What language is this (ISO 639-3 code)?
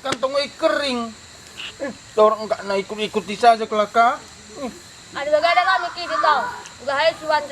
btx